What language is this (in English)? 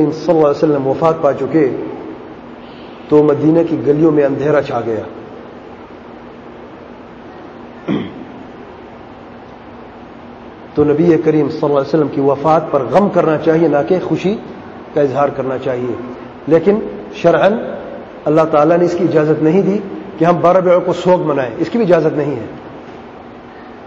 Urdu